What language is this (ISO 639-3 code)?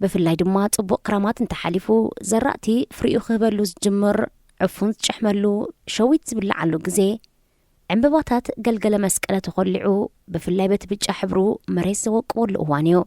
tir